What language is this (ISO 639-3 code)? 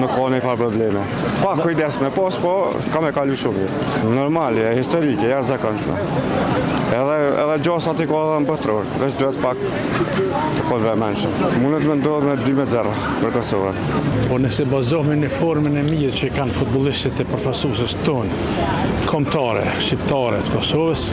sqi